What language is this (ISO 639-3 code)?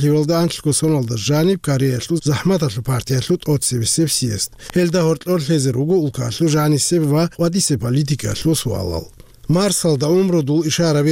ava